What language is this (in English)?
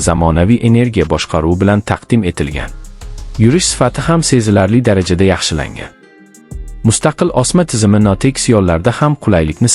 Uzbek